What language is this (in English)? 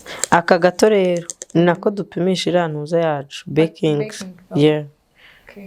Kinyarwanda